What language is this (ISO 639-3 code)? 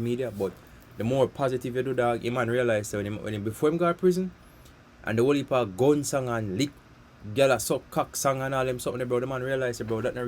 jam